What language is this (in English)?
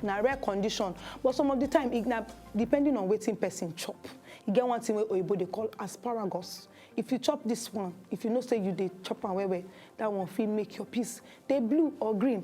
Nigerian Pidgin